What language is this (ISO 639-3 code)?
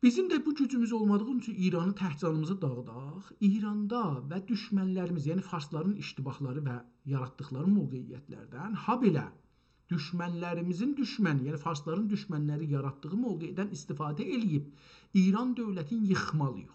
azb